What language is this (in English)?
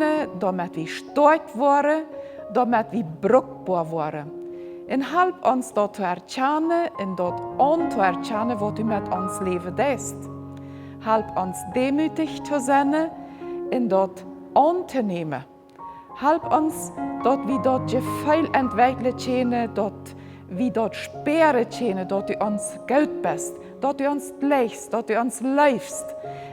Plautdietsch